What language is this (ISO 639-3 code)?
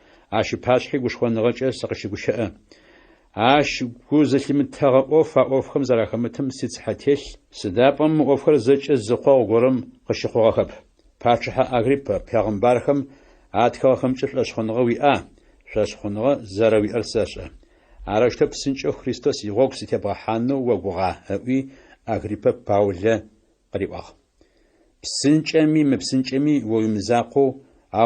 ady